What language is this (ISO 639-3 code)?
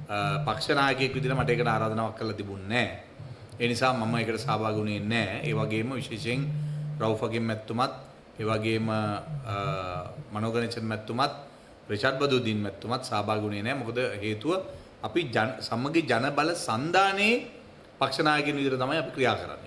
sin